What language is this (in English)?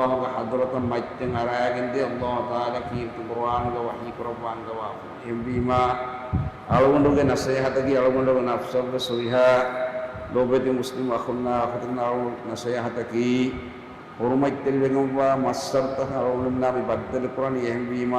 Divehi